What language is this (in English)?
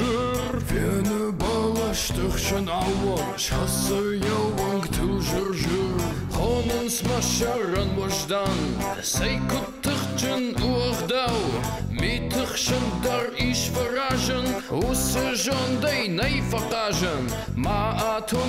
Ossetic